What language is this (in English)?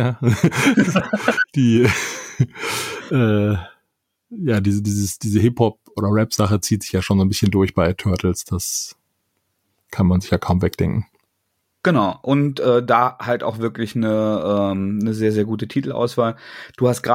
German